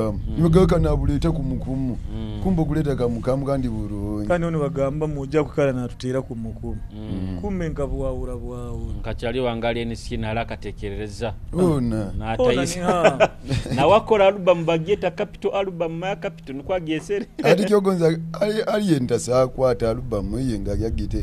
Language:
Nyoro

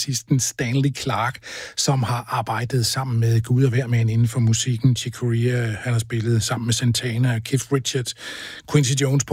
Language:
Danish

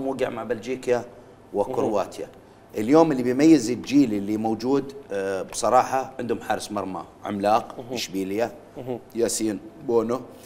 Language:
Mesopotamian Arabic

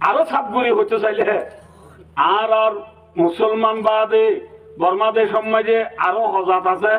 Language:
Rohingya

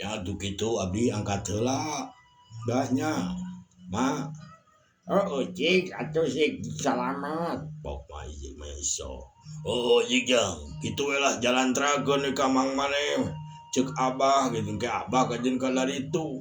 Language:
Sundanese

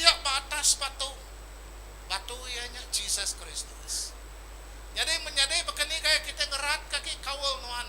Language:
Iban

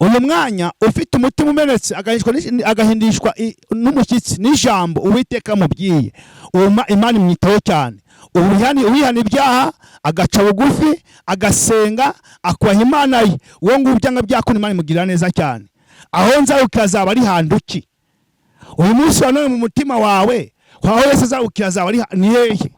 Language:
Kinyarwanda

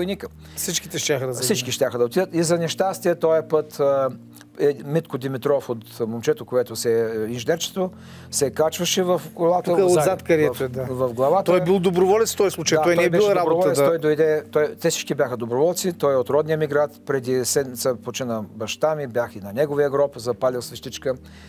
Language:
Bulgarian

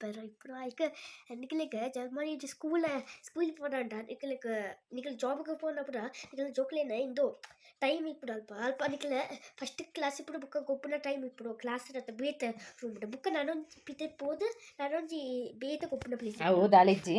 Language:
Tulu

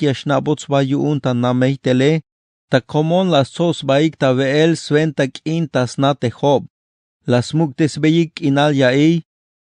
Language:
Tzeltal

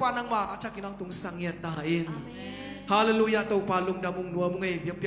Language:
Tedim Chin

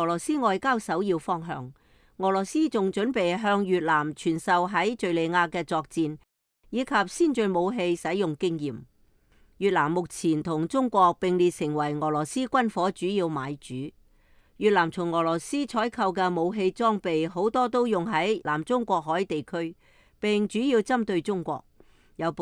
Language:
Cantonese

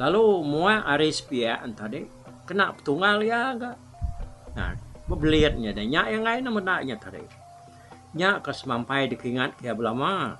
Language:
Iban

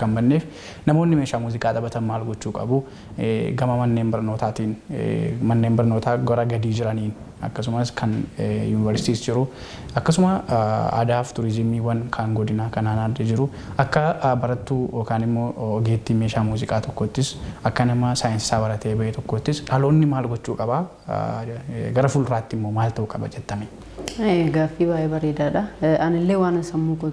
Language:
Oromo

